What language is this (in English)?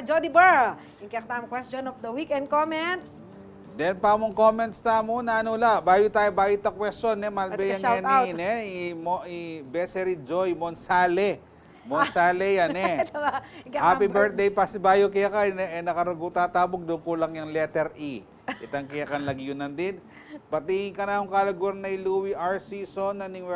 Pampanga